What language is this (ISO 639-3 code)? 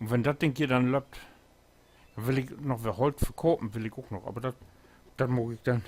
nds